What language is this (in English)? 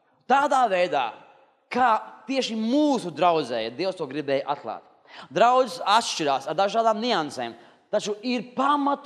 Latvian